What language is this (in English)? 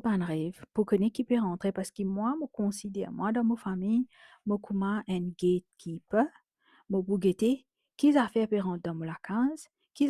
Morisyen